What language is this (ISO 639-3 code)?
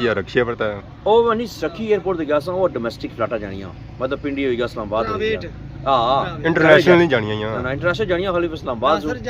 phr